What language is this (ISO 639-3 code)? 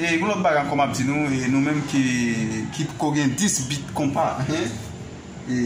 hat